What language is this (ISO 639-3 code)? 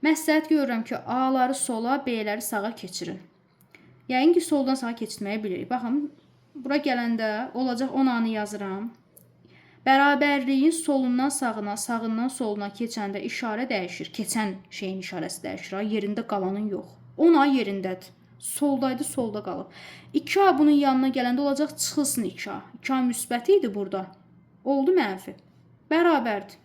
aze